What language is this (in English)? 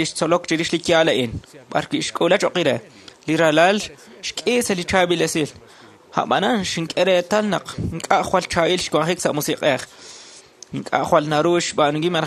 Kekchí